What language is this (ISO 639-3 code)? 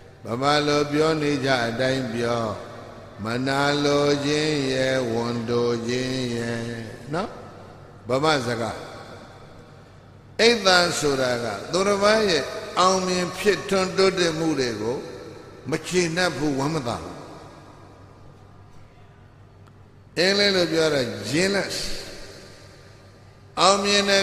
mya